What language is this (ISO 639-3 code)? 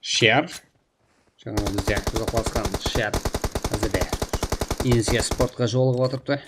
kaa